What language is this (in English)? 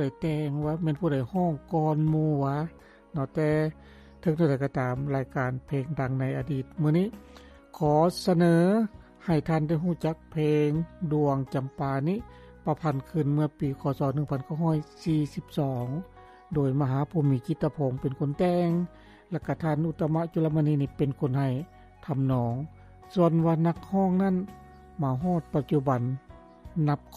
Lao